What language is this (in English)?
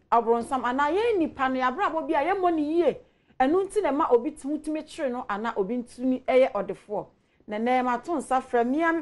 Akan